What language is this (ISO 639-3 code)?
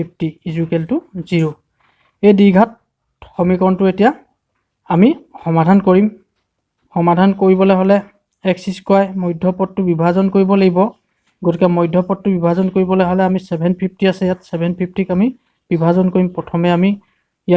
asm